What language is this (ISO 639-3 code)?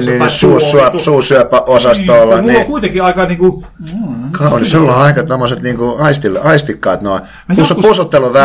fin